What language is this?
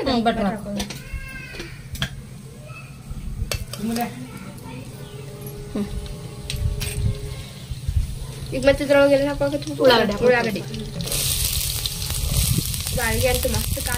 Kannada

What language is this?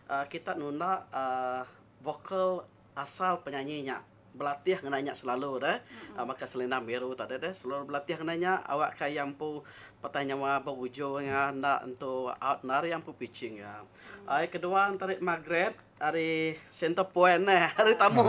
Iban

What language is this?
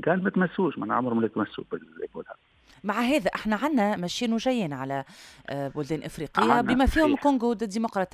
Tunisian Arabic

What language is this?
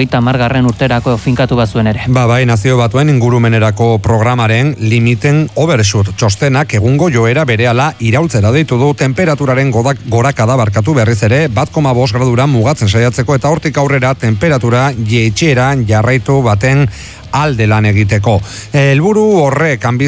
Basque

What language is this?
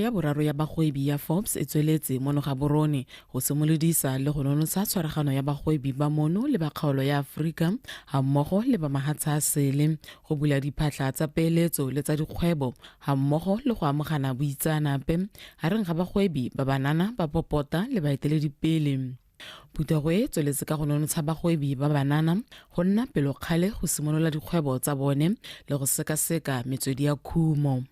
Tswana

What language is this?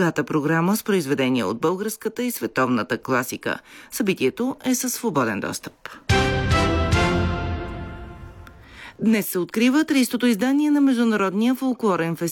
Bulgarian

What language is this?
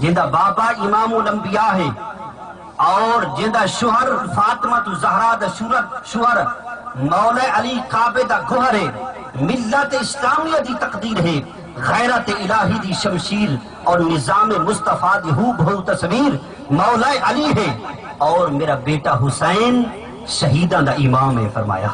Saraiki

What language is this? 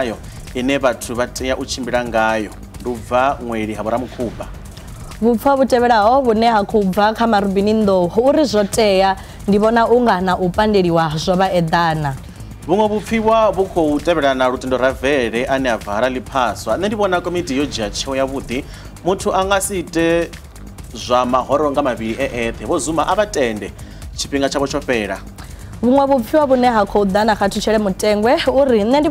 Venda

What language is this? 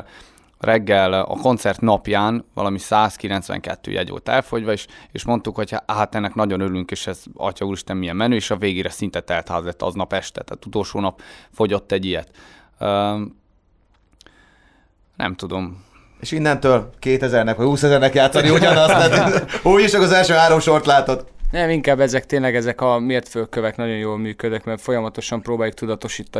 Hungarian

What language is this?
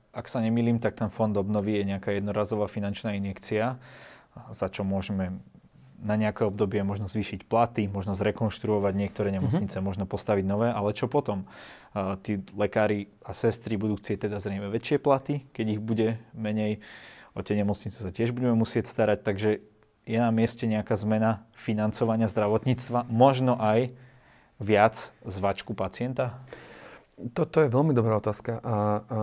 Slovak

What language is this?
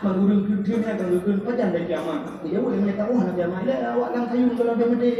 Achinese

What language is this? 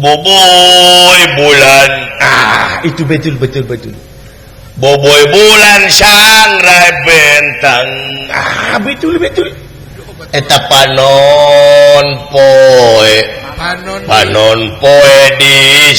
Sundanese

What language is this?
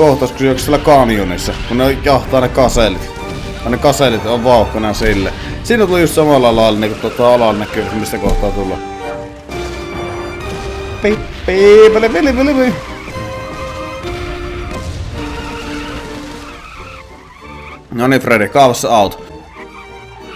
Finnish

